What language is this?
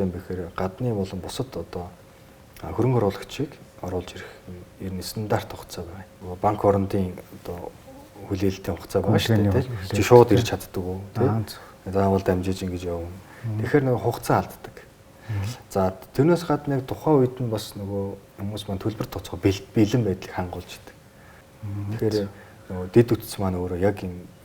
Mongolian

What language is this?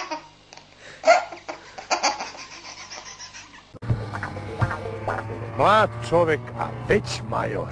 Serbian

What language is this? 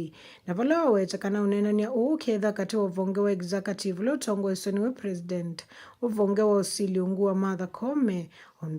Kamba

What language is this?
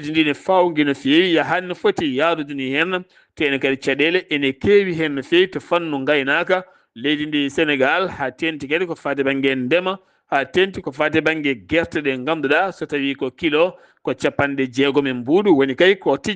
Fula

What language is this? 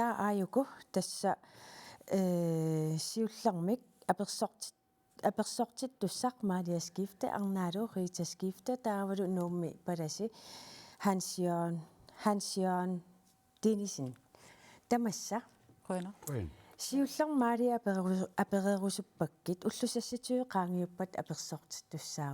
Kalaallisut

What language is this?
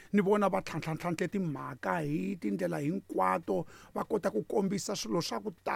Tsonga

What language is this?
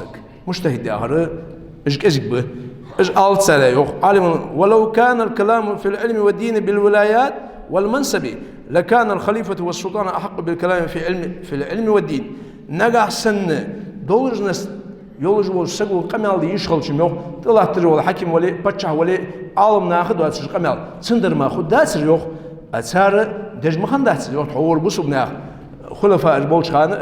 Ingush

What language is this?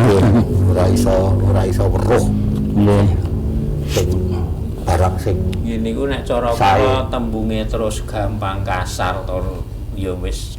Javanese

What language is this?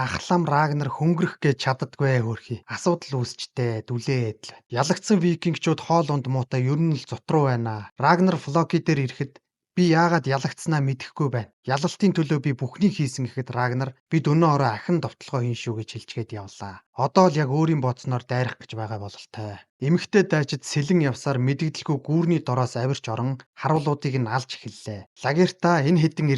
Mongolian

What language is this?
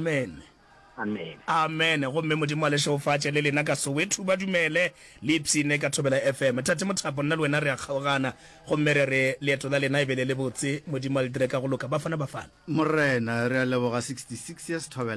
Northern Sotho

